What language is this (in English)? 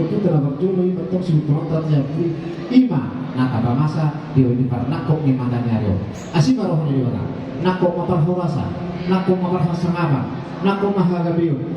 Batak Toba